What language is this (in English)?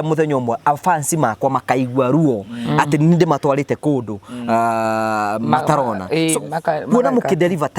Kikuyu